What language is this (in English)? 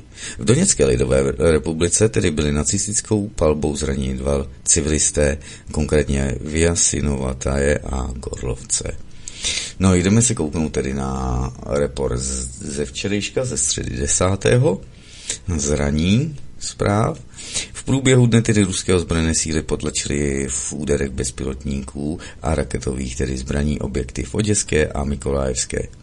Czech